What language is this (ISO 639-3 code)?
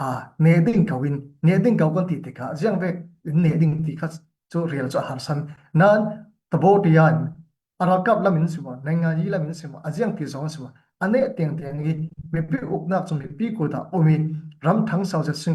cfm